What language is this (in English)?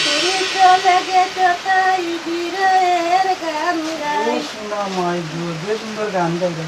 Sylheti